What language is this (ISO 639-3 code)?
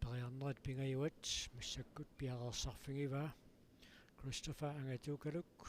kal